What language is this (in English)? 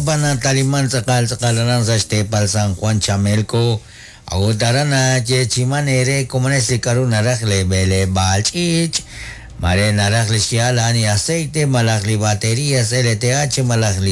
Kekchí